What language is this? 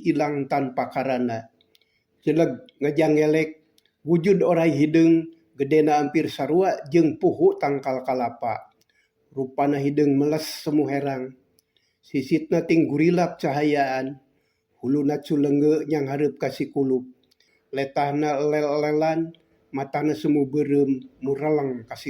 Sundanese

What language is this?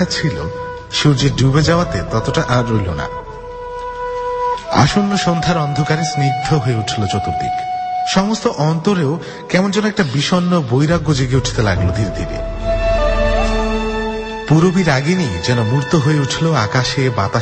Bangla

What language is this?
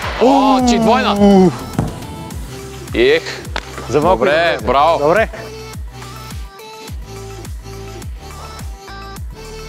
Bulgarian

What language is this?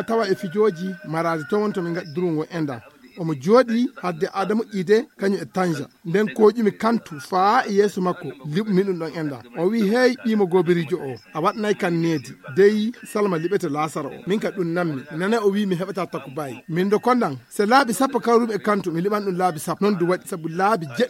Fula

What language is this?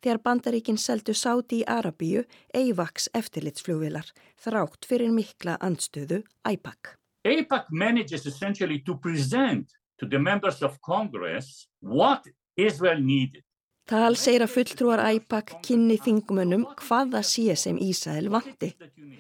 Icelandic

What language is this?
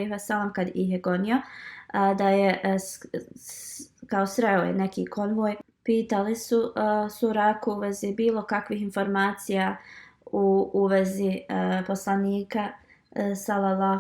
Bosnian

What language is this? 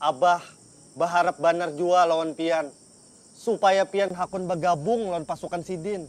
Banjar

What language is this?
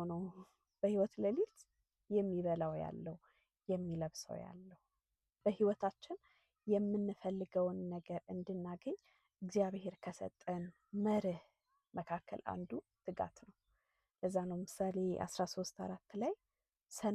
Amharic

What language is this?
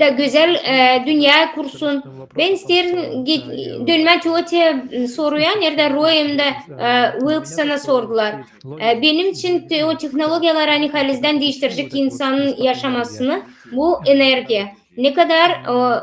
Gagauz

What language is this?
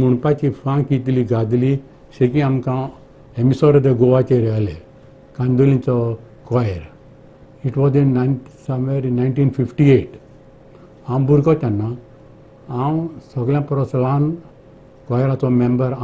Konkani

